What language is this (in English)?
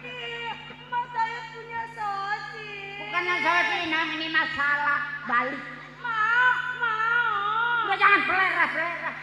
Betawi